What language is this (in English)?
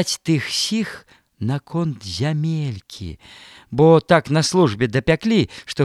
Belarusian